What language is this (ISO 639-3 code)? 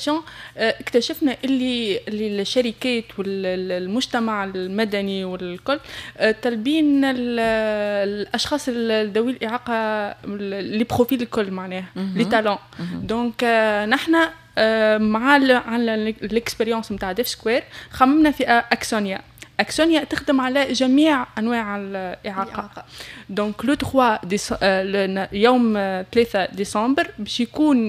aeb